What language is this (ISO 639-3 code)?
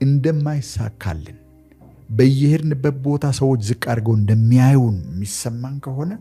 amh